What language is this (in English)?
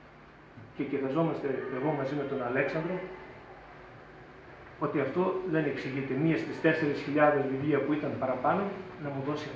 Greek